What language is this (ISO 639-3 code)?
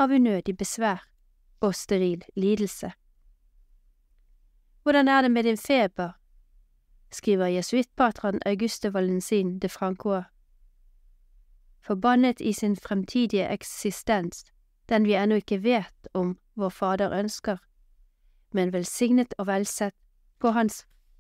nor